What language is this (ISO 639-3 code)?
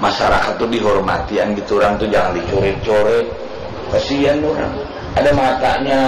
bjn